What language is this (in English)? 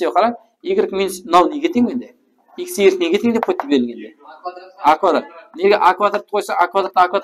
Kara-Kalpak